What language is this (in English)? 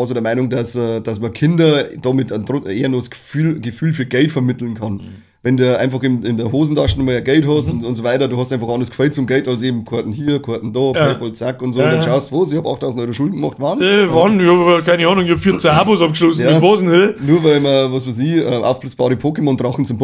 Bavarian